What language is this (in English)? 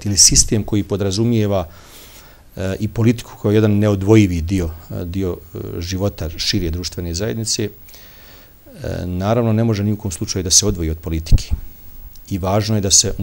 Bosnian